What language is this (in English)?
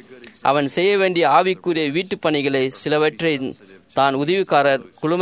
Tamil